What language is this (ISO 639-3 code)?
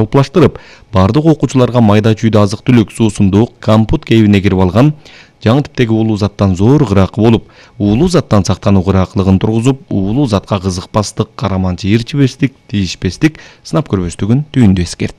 kir